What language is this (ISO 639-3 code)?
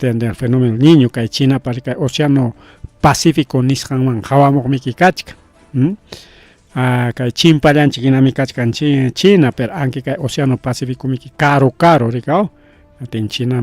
quy